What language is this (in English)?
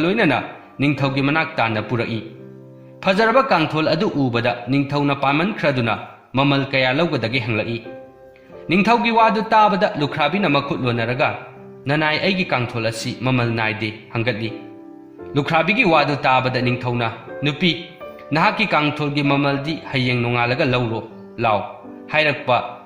Manipuri